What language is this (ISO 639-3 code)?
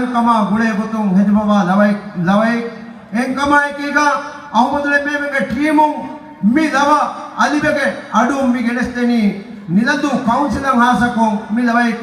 div